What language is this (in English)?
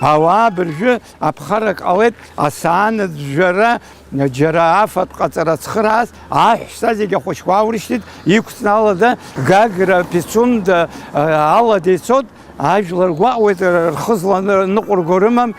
Abkhazian